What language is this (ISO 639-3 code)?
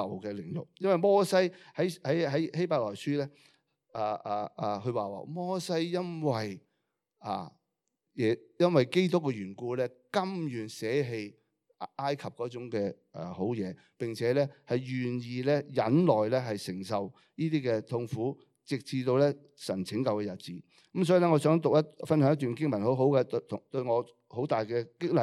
yue